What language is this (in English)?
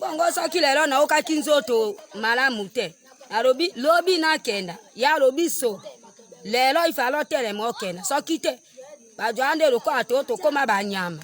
Lingala